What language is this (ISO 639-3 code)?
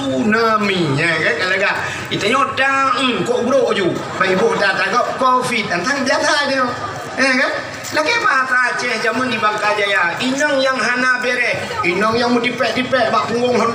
ace